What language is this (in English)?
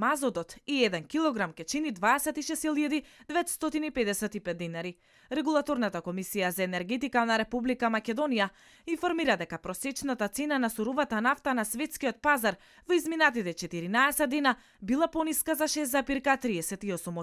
Macedonian